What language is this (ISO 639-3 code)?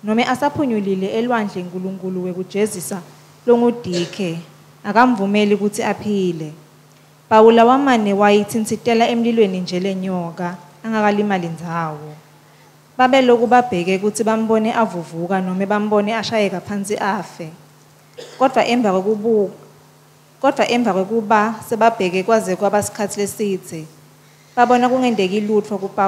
ssw